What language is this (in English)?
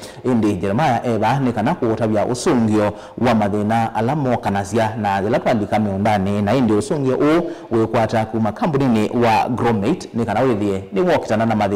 Kamba